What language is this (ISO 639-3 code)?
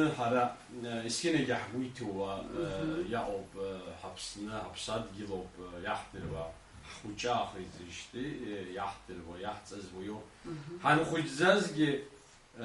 abk